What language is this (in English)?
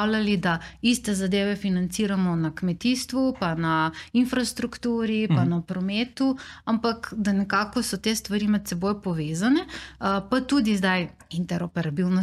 Slovenian